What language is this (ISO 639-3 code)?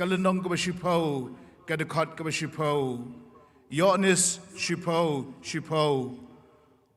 kha